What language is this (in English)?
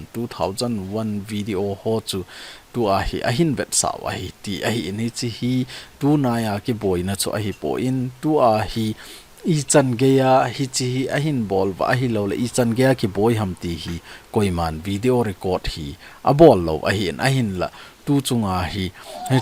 Thado Chin